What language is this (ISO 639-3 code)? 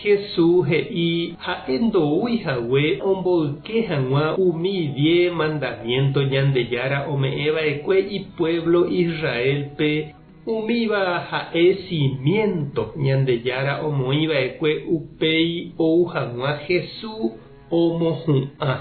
grn